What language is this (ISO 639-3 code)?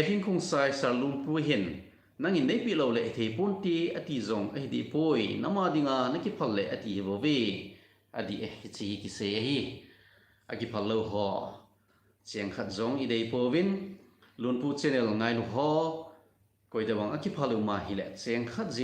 tcz